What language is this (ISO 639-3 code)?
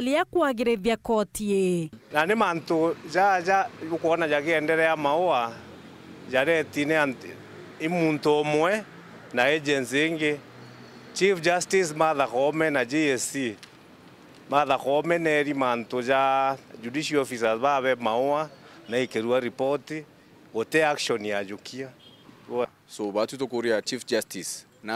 mer